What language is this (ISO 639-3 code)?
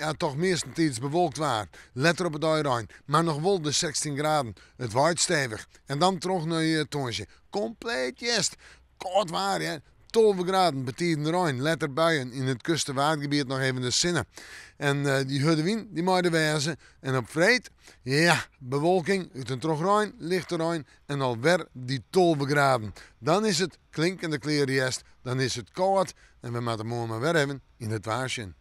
fry